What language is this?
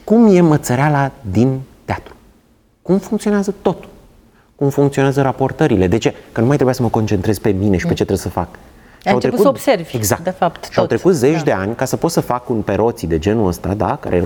Romanian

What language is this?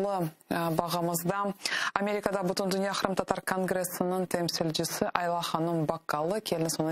Crimean Tatar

